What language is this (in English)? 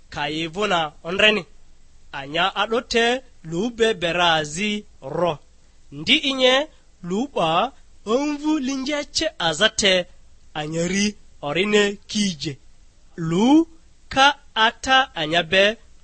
Lugbara